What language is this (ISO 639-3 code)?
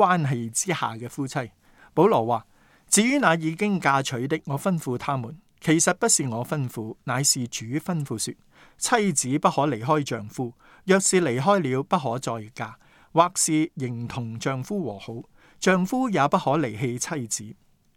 yue